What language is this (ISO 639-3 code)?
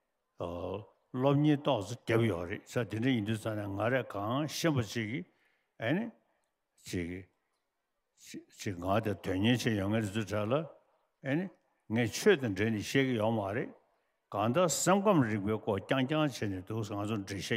bod